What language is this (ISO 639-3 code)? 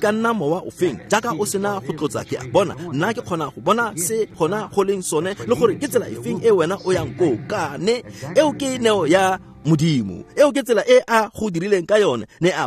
tsn